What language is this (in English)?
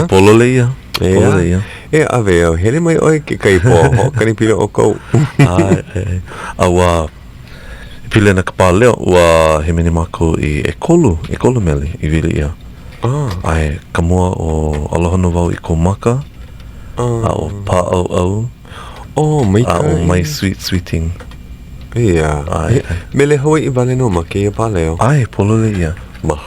Hawaiian